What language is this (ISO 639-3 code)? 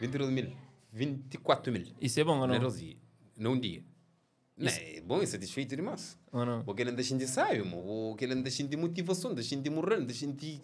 kea